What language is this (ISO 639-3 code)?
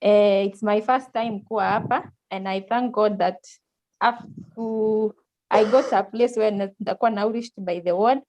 kln